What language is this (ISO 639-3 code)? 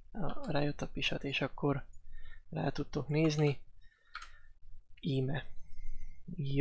hun